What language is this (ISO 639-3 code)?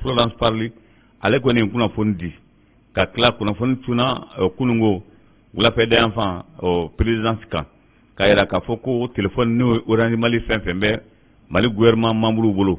bam